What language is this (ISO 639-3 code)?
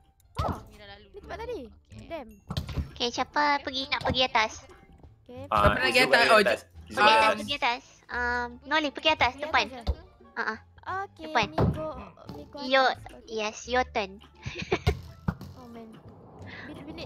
msa